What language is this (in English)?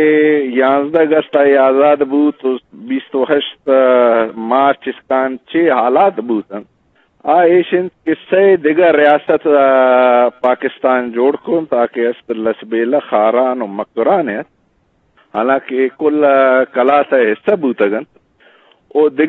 Eastern Balochi